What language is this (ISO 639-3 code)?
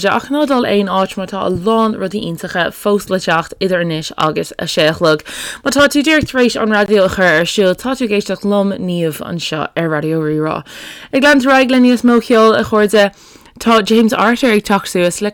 gle